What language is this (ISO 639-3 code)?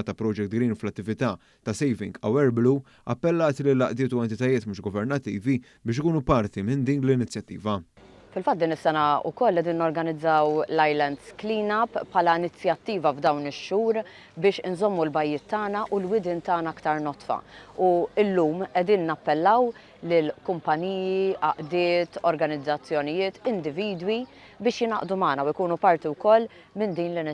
mlt